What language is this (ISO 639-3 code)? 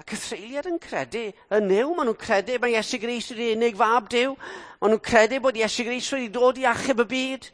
cym